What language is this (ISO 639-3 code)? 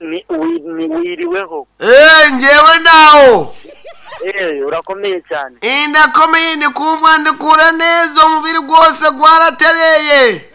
nyn